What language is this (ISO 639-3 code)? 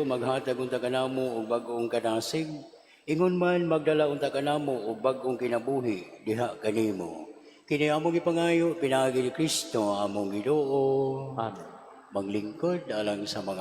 ceb